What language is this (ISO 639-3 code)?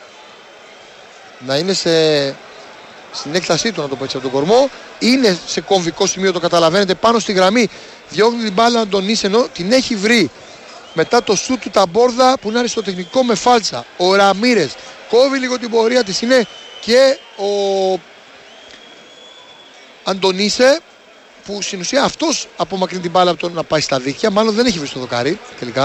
ell